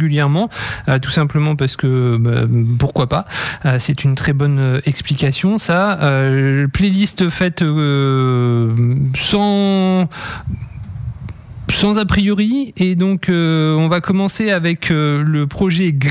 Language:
French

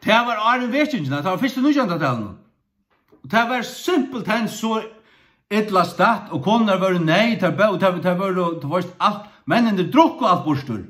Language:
Faroese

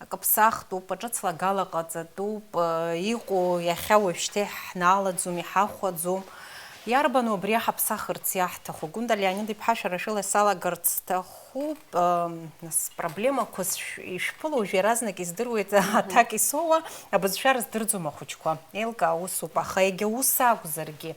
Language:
Abkhazian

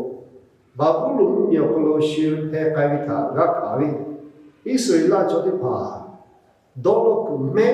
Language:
Lahu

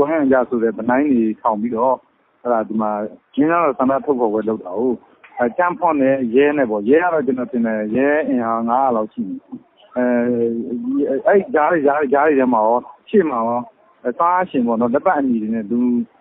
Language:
Burmese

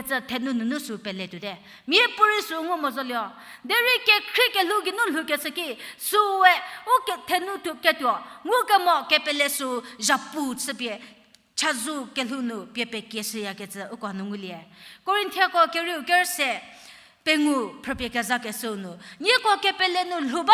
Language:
Angami Naga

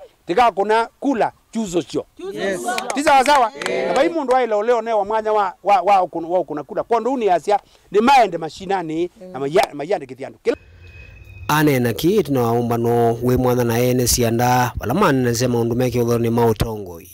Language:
Kamba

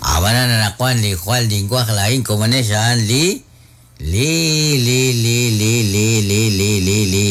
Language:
Kekchí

